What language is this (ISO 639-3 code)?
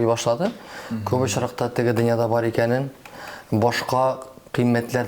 tat